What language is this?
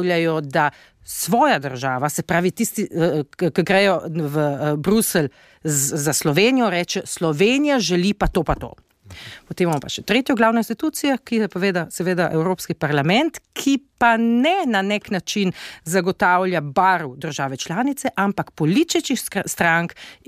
Slovenian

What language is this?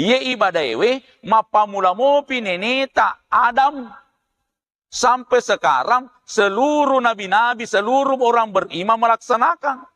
Buginese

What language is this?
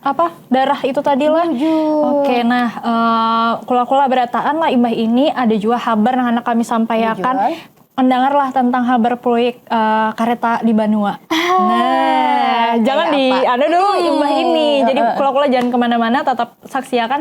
Banjar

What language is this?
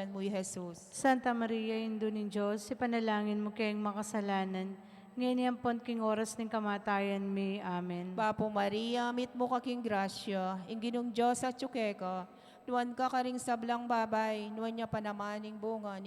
Pampanga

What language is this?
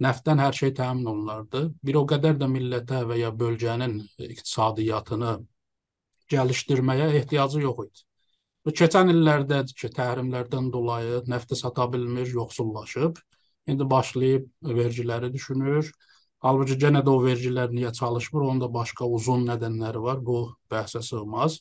South Azerbaijani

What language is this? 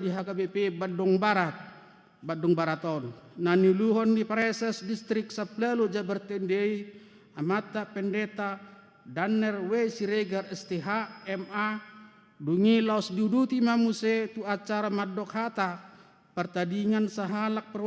Batak Toba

